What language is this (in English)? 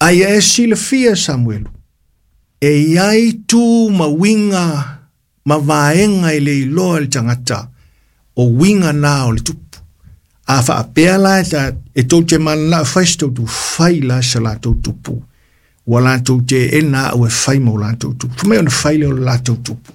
Samoan